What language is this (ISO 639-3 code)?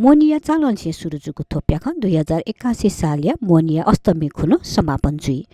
new